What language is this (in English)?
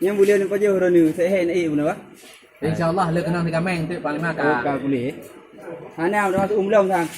Achinese